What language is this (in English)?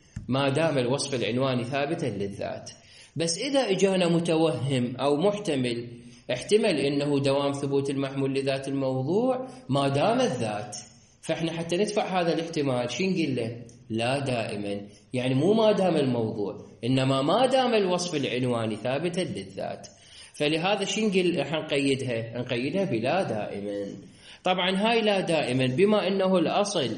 Mesopotamian Arabic